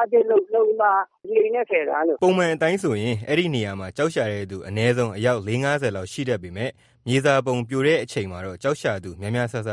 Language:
Burmese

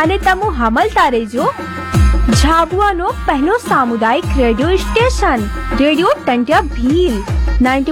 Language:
Gujarati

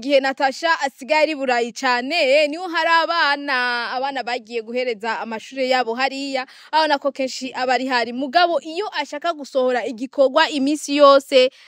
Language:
Rundi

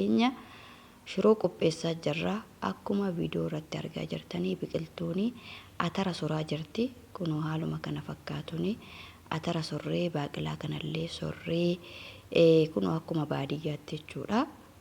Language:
Oromo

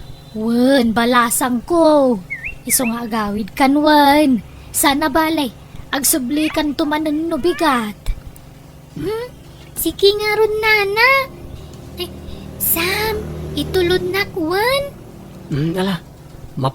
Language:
Iloko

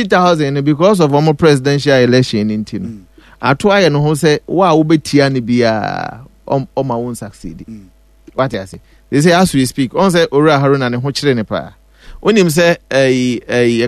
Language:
Akan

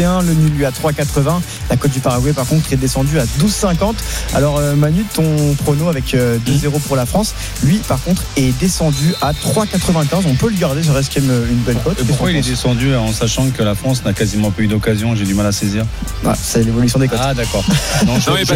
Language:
French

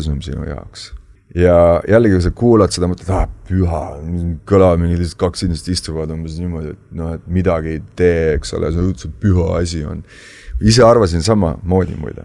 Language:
Estonian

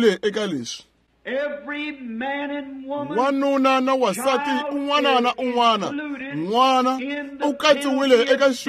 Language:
Tsonga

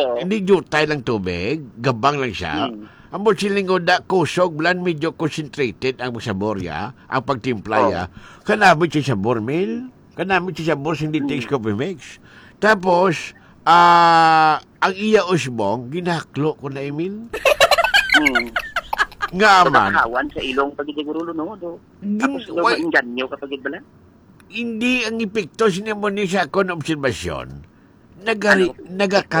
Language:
Hiligaynon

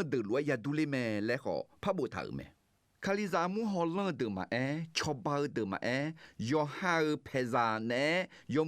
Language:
Akha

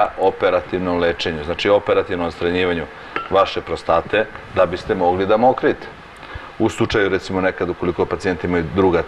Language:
Serbian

